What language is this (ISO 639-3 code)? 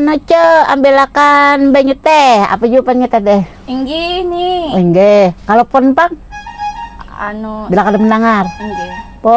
bjn